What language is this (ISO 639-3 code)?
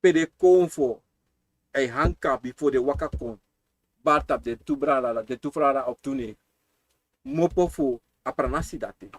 srn